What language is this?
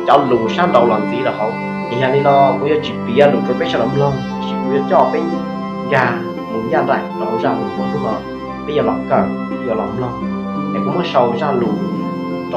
Hmong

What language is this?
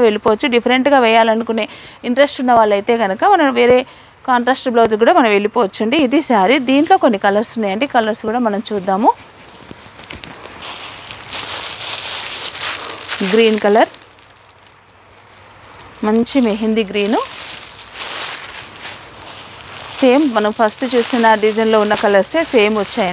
Telugu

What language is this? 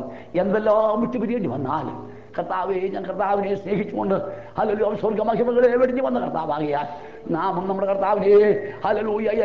Malayalam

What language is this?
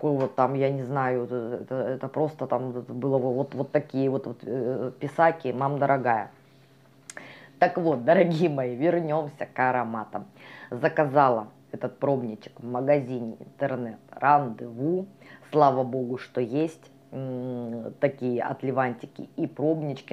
Russian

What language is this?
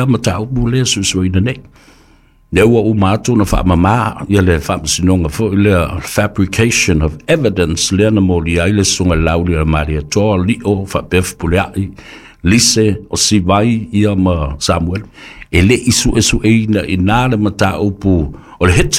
Samoan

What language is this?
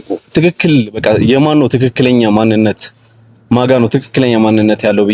Amharic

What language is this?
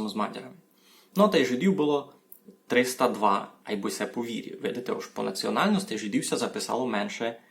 Rusyn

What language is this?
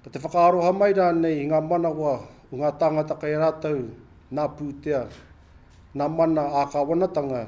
Māori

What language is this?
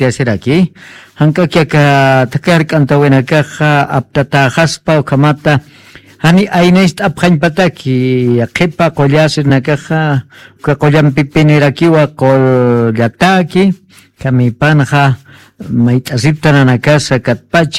Aymara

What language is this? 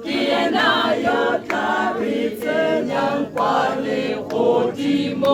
Tswana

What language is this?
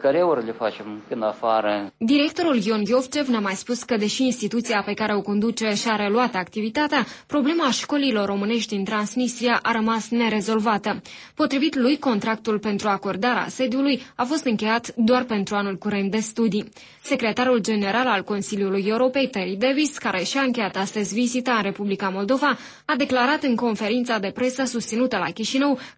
Romanian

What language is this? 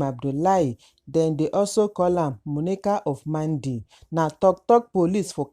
Nigerian Pidgin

